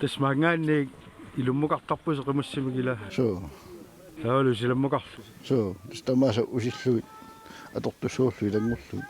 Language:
Kalaallisut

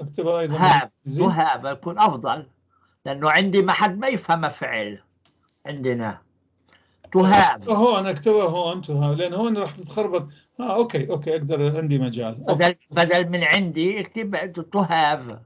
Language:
North Levantine Arabic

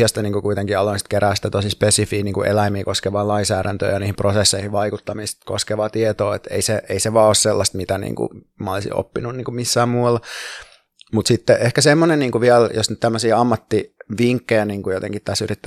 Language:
Finnish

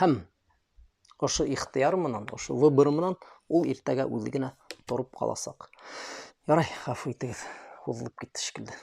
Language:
Bashkir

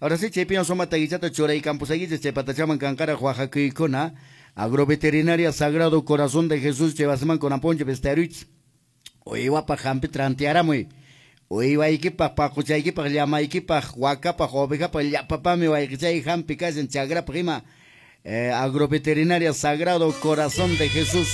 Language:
Quechua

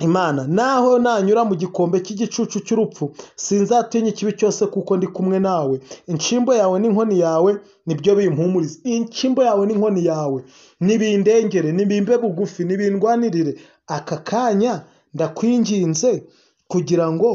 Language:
Kinyarwanda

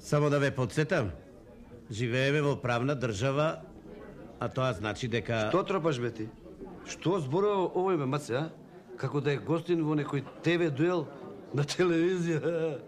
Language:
Macedonian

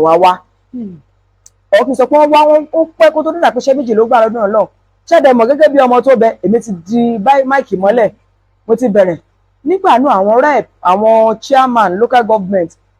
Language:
Yoruba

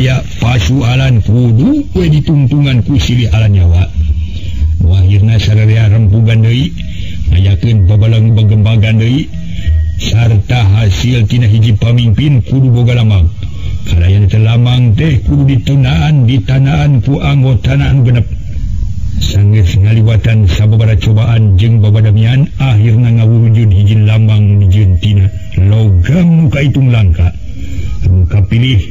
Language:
Sundanese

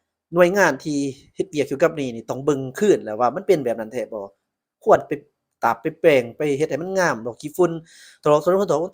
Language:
Lao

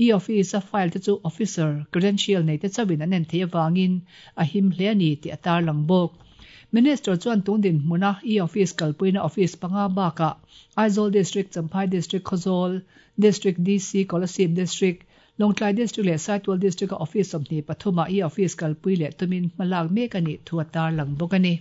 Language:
Mizo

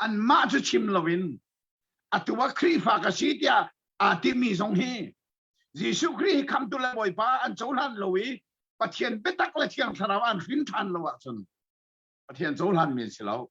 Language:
Hakha Chin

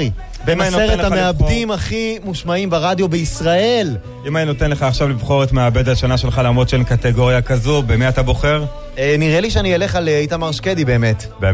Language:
Hebrew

